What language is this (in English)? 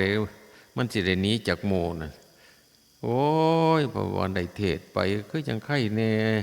Northeastern Thai